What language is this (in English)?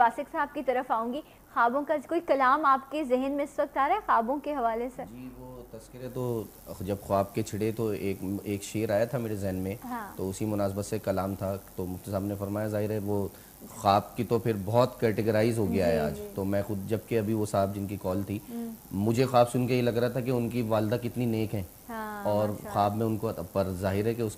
Urdu